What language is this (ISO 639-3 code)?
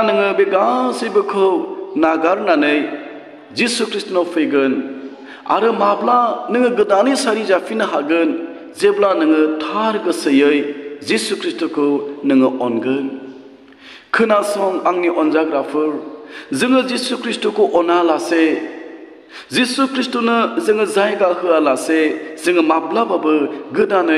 brx